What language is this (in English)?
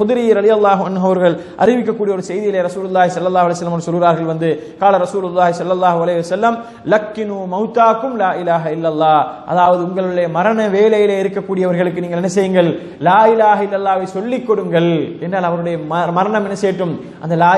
Tamil